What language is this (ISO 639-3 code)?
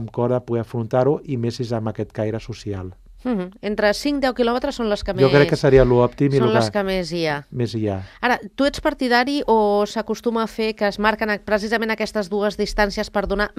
cat